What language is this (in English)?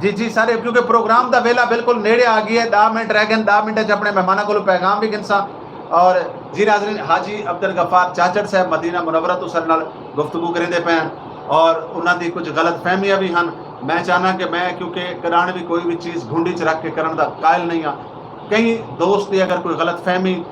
Saraiki